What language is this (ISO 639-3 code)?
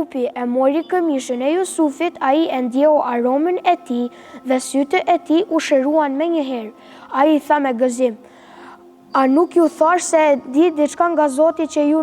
sqi